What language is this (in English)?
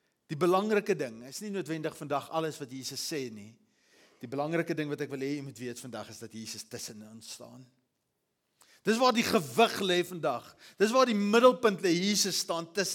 Afrikaans